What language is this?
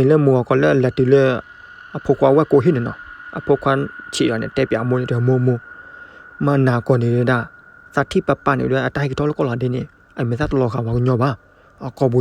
S'gaw Karen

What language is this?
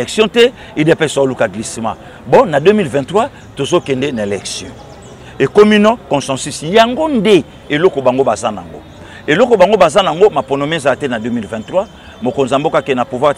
Lingala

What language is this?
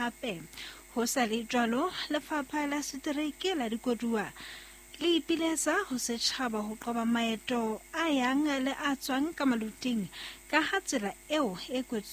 Southern Sotho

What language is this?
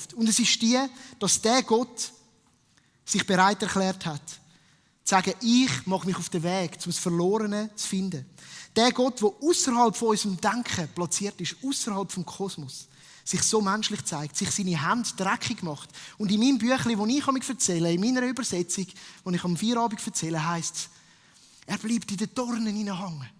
Swiss German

